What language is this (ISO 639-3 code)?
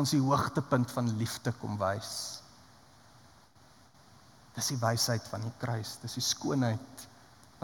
afr